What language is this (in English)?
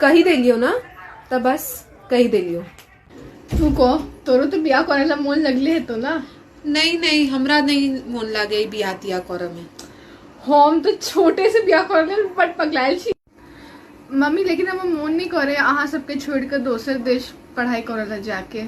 Maithili